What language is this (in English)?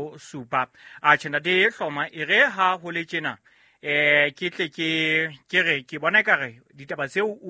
Southern Sotho